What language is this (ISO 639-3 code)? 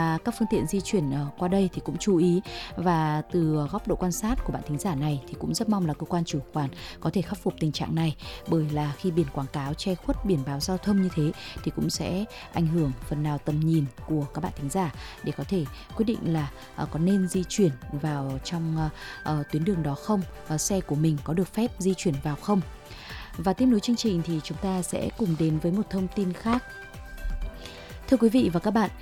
vie